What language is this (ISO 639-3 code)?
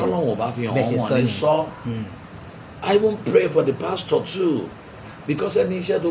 yor